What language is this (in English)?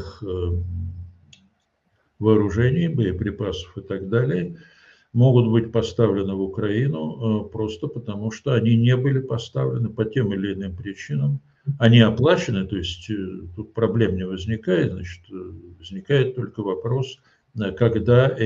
Russian